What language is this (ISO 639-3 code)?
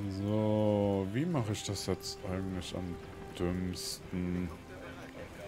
deu